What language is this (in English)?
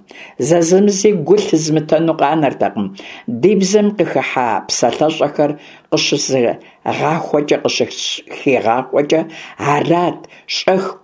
Kabardian